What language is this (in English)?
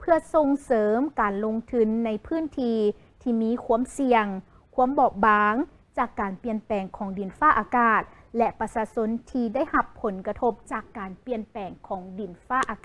Lao